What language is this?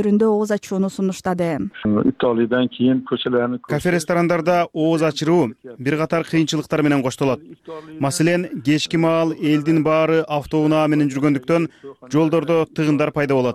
Kyrgyz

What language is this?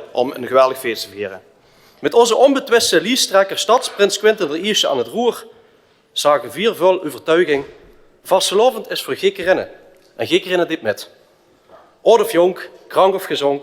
Limburgish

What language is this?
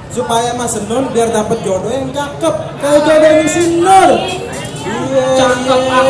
Betawi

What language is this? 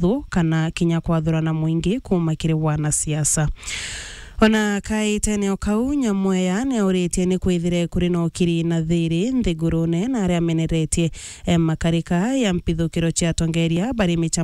Meru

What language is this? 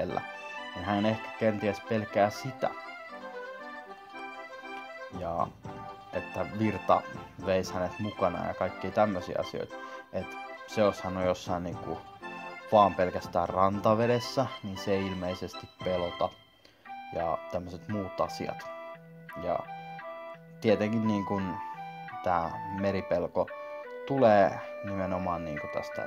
Finnish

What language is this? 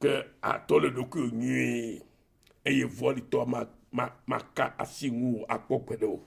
Ewe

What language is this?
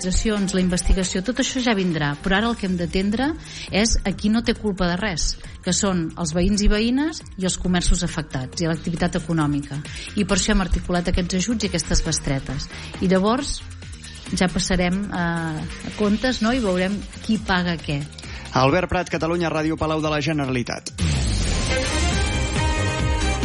Catalan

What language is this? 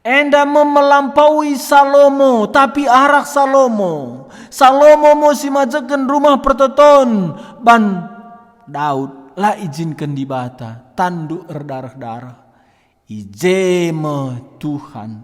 Batak Karo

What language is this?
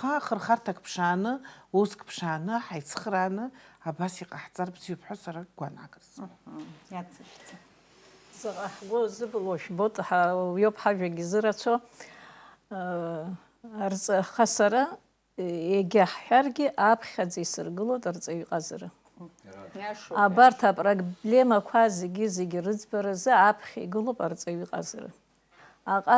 Abkhazian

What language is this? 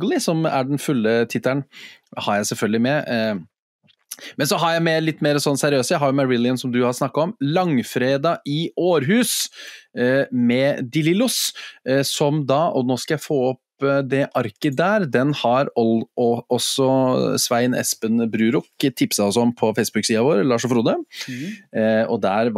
Norwegian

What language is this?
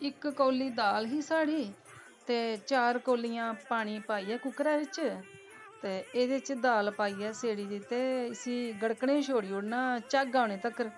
Dogri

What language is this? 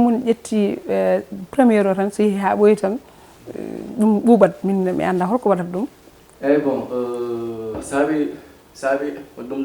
Fula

